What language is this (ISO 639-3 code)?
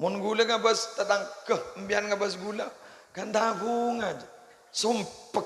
mad